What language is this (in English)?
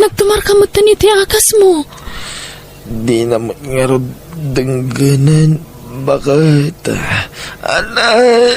Iloko